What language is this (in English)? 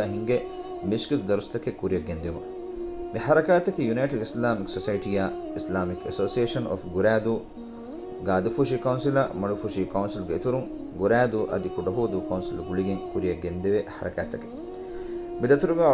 Divehi